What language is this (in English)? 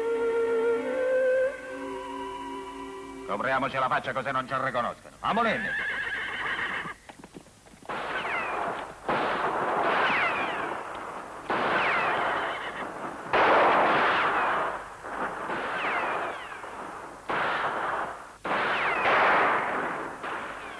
Italian